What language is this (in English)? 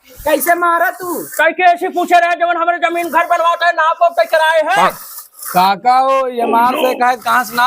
Awadhi